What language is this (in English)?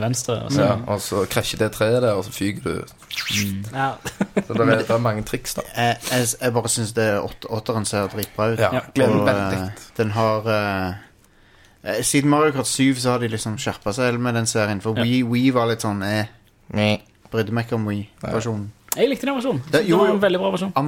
Norwegian